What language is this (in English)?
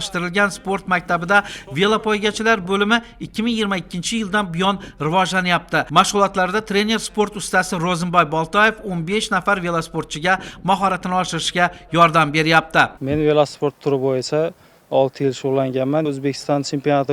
Uzbek